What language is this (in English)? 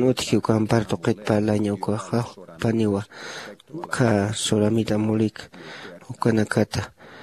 Aymara